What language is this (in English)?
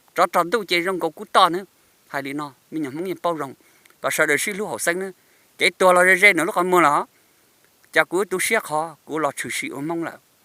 Hmong